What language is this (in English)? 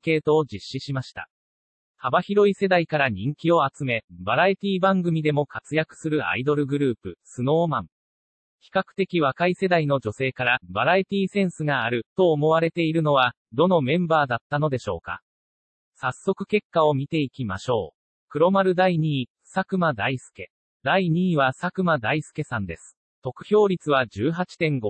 Japanese